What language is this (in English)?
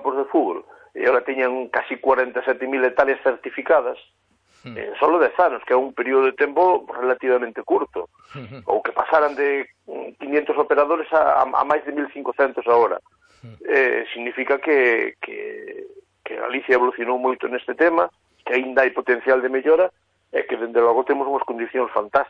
Galician